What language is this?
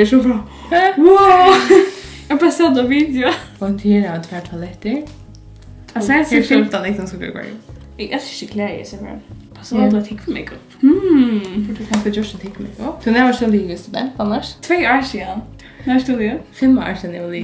Faroese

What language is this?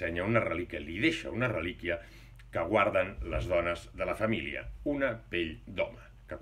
Catalan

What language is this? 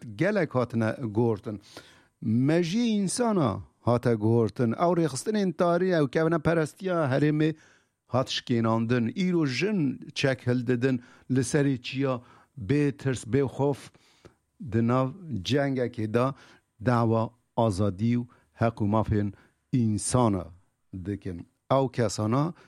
Kurdish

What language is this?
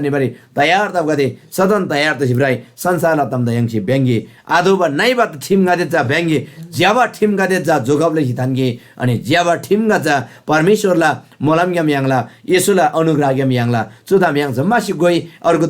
Eastern Tamang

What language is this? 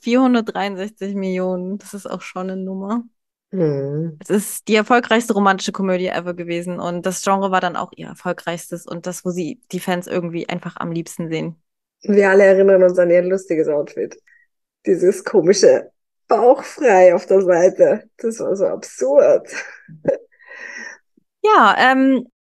German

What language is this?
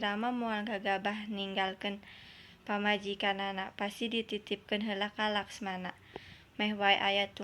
Sundanese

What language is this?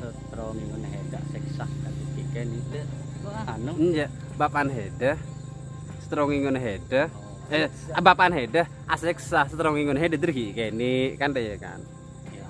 Madurese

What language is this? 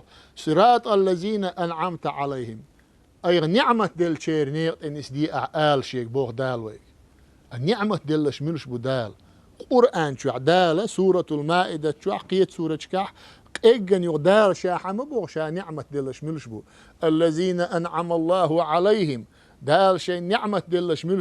Chechen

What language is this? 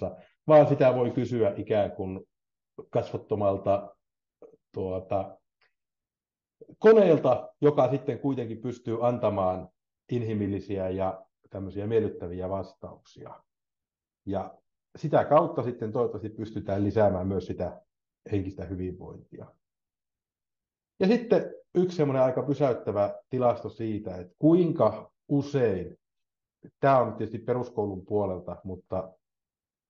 Finnish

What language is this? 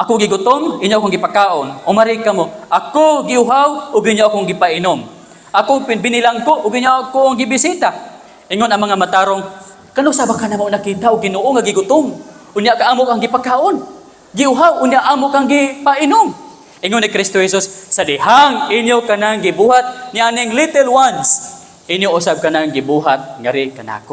Cebuano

